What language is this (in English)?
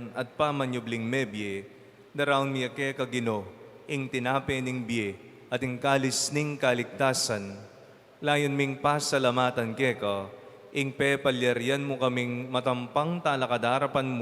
Pampanga